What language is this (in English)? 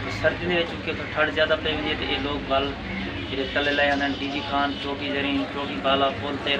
Saraiki